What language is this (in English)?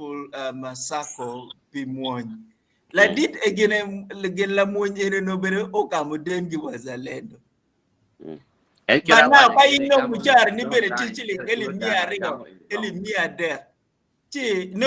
Acoli